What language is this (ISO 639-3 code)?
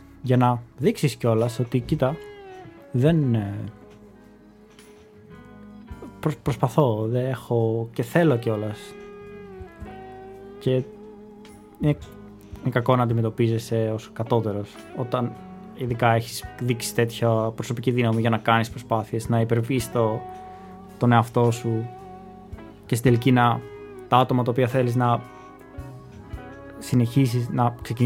ell